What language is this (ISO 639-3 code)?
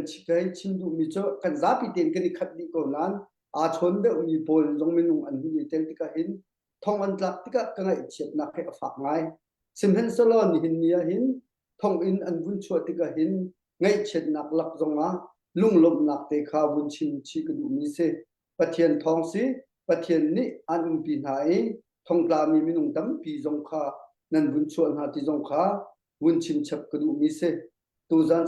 cnh